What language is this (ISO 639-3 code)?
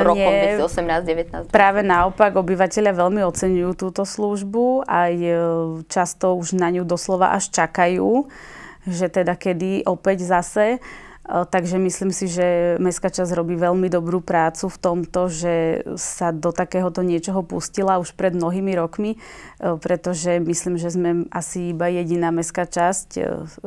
slk